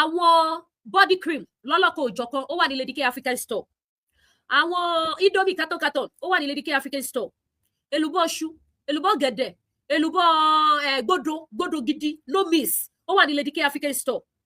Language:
Yoruba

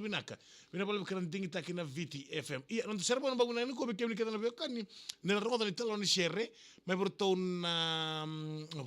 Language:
Fijian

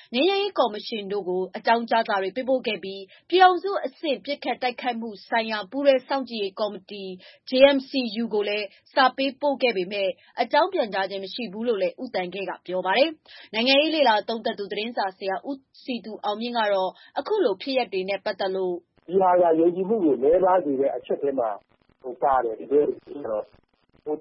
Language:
Burmese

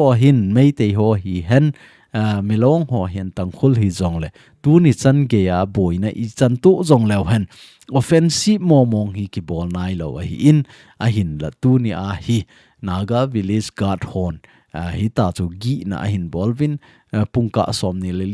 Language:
Thado Chin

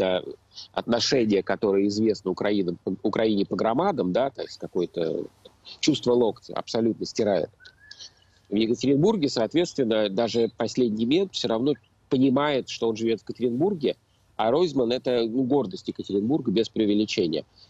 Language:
Russian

